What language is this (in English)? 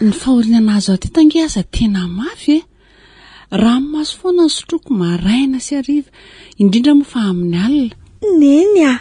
Malagasy